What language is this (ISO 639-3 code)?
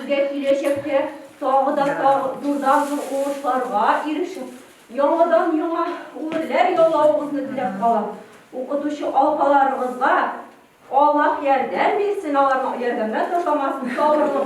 tat